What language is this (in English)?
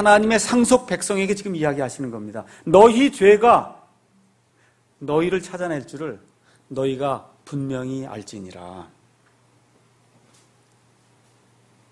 Korean